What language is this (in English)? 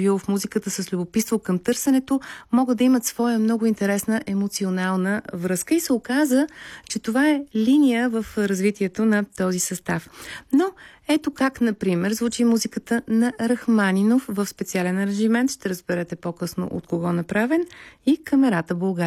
Bulgarian